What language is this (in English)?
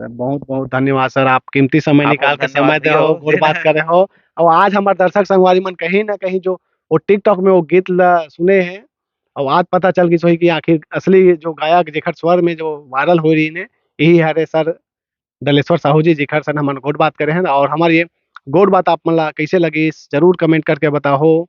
Chhattisgarhi